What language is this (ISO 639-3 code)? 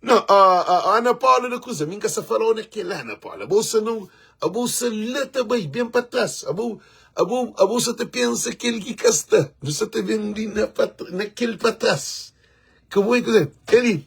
kea